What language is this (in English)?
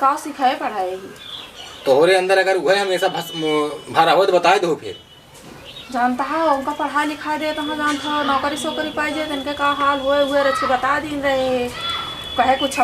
Awadhi